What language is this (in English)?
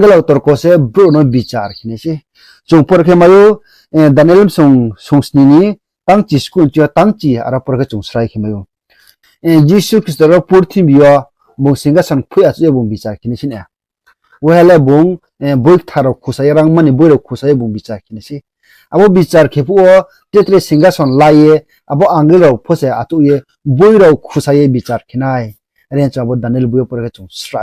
Riang (India)